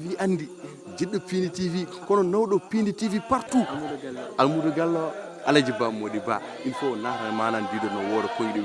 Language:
Fula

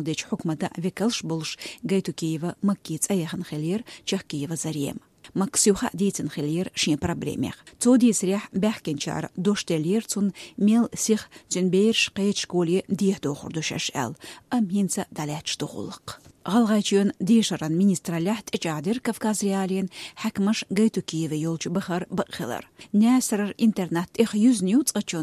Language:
Chechen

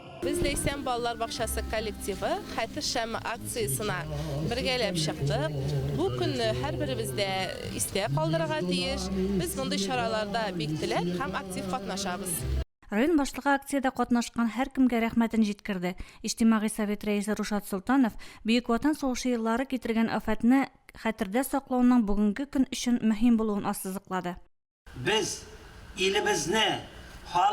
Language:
Tatar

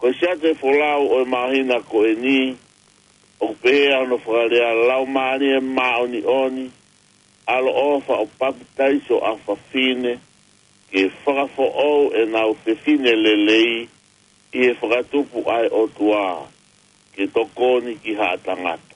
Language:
Tongan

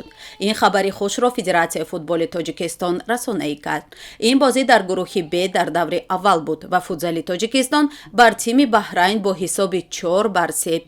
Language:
Tajik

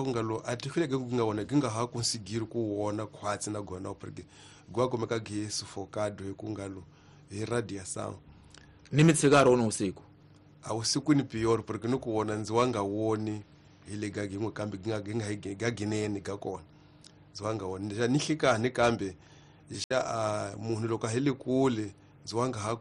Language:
Tsonga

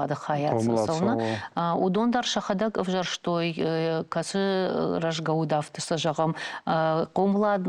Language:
Ossetic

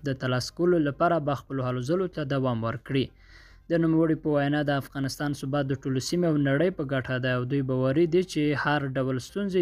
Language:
Pashto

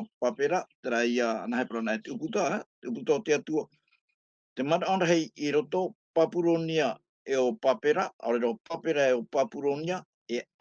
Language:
Tahitian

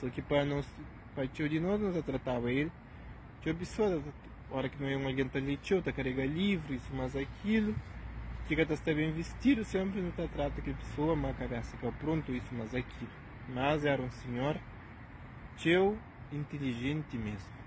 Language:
Kabuverdianu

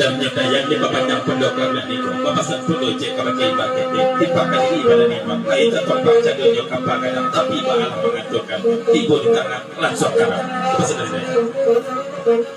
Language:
Minangkabau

